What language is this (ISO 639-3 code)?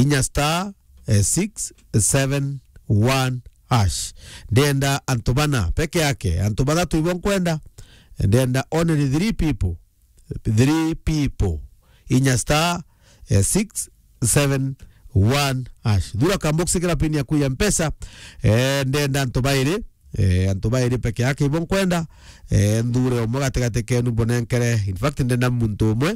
mer